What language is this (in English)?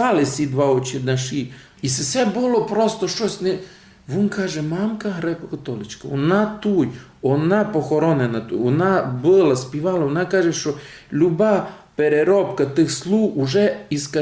Rusyn